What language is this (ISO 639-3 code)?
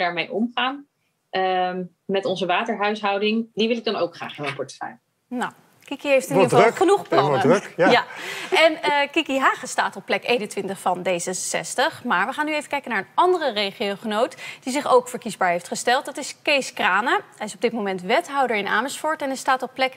nld